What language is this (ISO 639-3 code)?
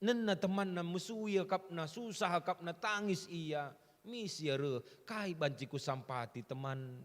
btx